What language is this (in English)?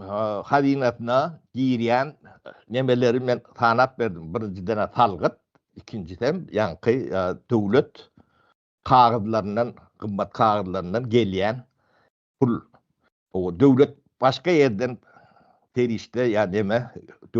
Turkmen